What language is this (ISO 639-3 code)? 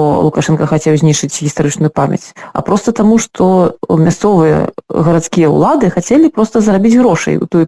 bel